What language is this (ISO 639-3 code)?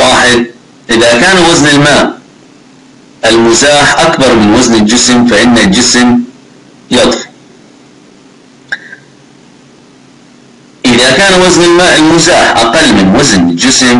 ara